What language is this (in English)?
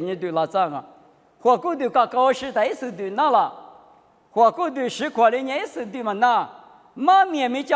Lisu